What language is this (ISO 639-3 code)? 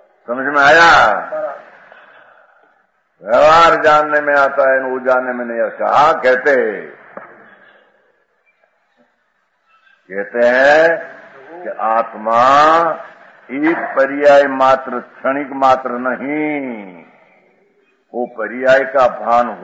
hin